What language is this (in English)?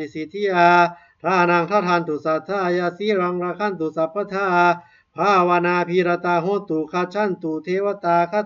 Pali